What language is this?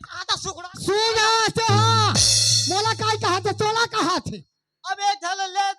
Chhattisgarhi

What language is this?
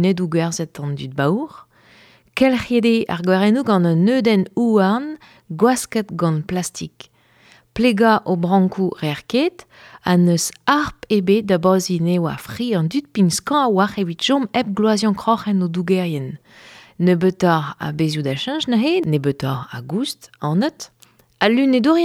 Breton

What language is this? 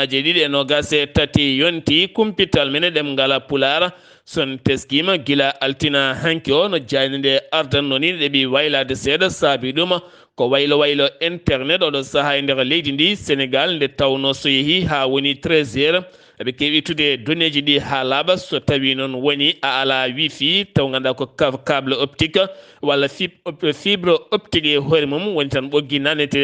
Fula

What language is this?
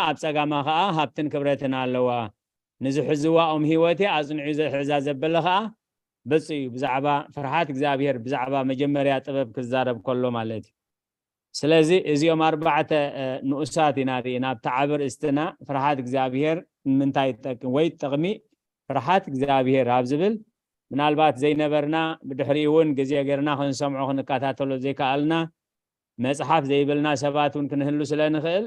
Tigrinya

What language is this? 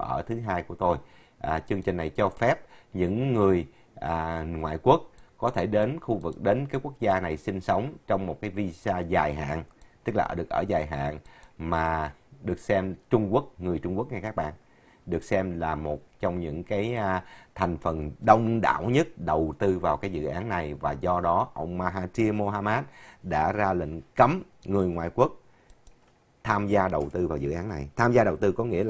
Vietnamese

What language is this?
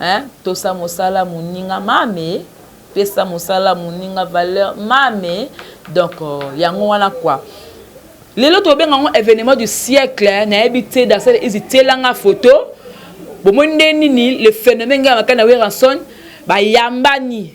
Lingala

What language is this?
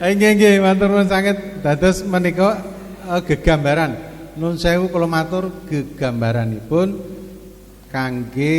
Javanese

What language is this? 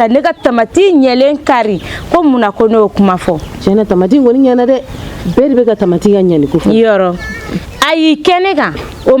Bambara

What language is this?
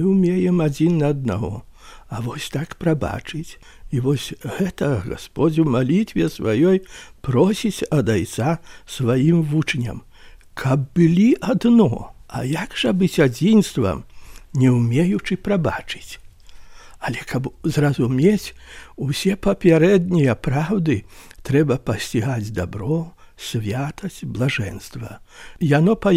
Belarusian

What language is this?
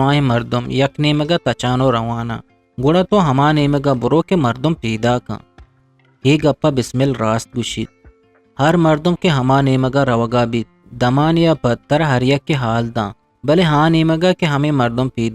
Eastern Balochi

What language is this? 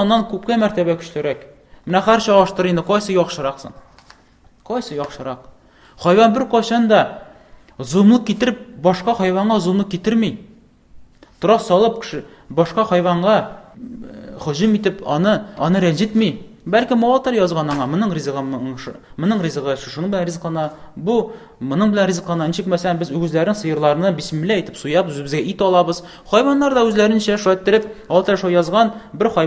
Tatar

